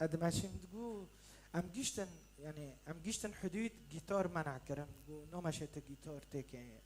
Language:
Kurdish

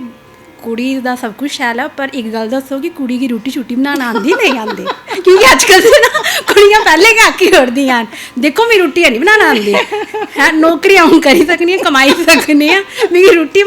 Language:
Dogri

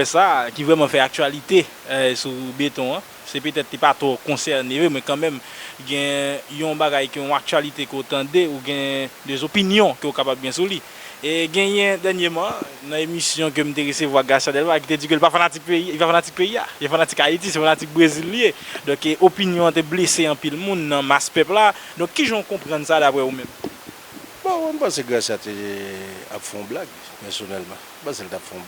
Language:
Haitian Creole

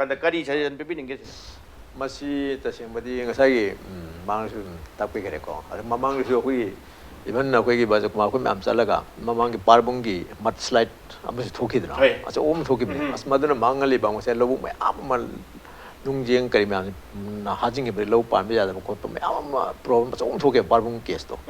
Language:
Manipuri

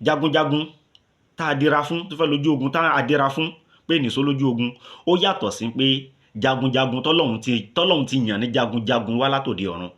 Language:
Yoruba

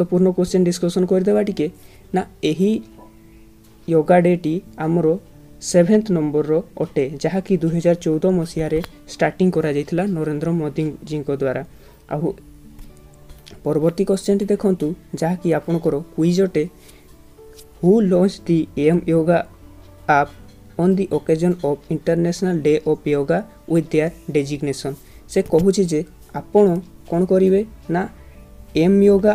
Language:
Odia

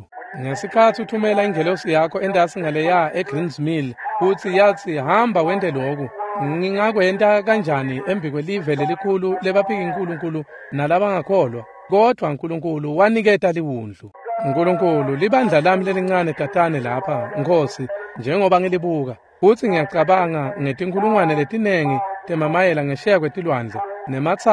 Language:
Swati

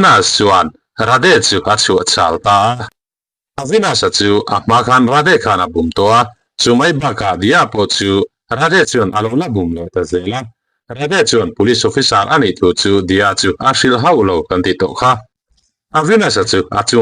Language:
Mizo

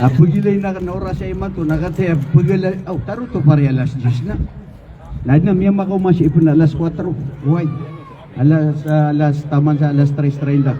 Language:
Maranao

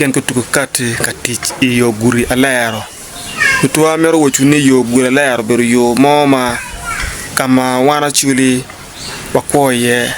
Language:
Acoli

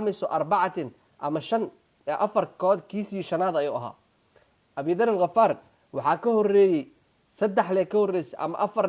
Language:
Somali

